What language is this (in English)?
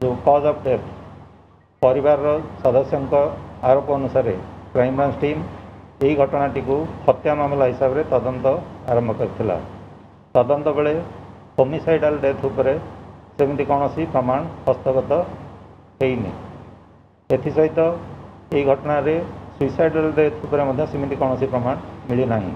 Odia